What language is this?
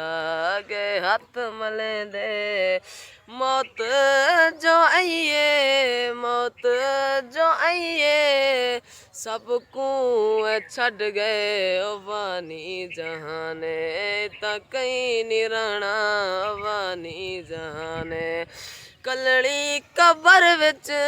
Saraiki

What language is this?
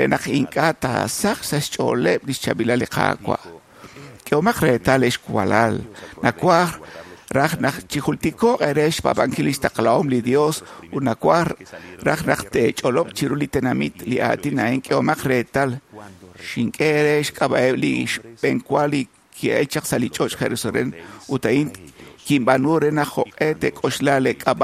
Kekchí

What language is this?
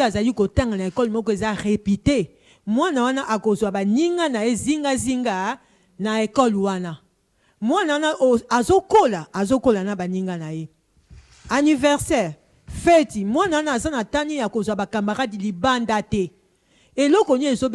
Lingala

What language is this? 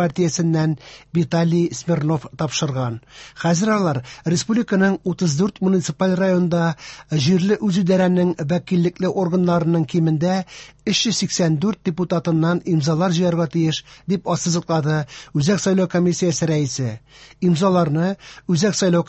Tatar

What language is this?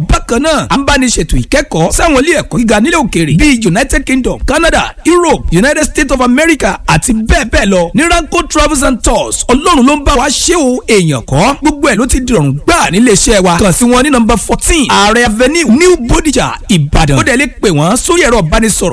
Yoruba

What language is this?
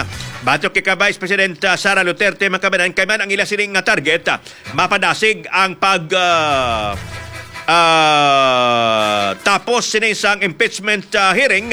Hiligaynon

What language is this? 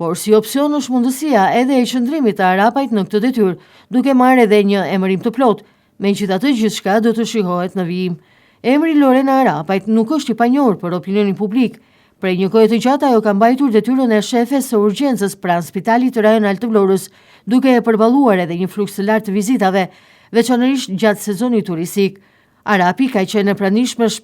Albanian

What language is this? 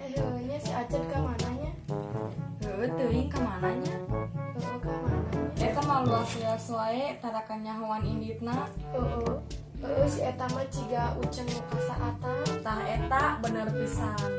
Sundanese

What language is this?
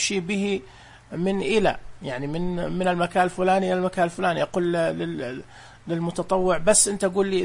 Najdi Arabic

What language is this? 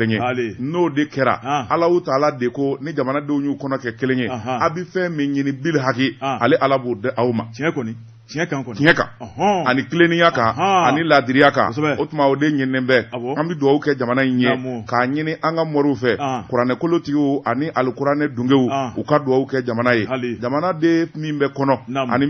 Bambara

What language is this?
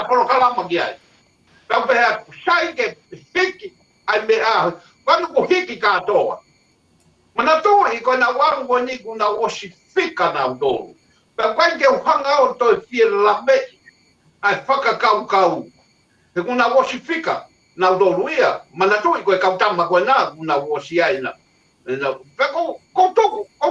Tongan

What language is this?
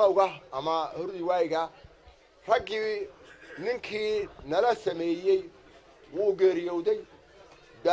Somali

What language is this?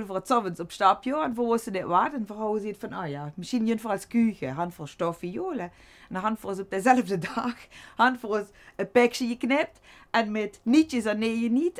Limburgish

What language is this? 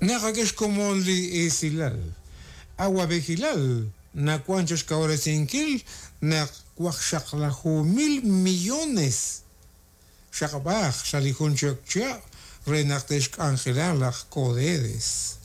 Kekchí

